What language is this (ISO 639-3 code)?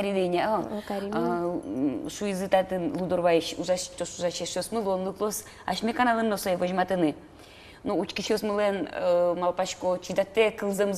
udm